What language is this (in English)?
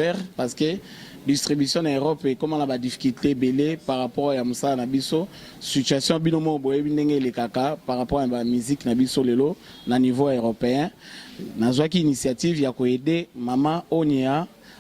Lingala